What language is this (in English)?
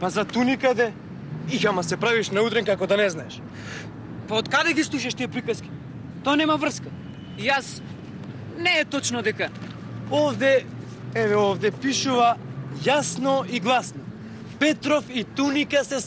Macedonian